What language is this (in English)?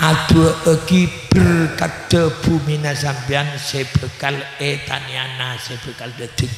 Madurese